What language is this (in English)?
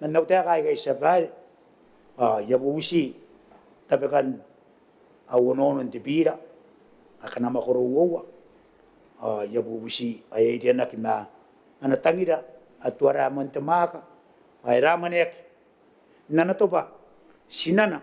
Gilbertese